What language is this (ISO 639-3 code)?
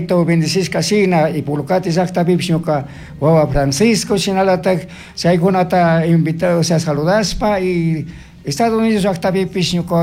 qug